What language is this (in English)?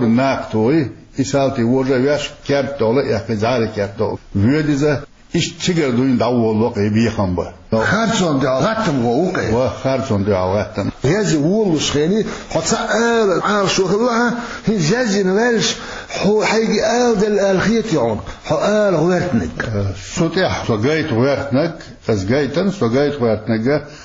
Chechen